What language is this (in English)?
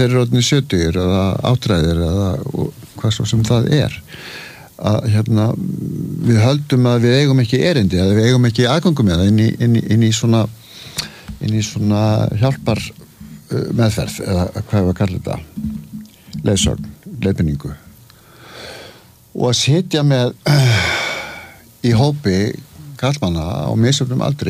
Icelandic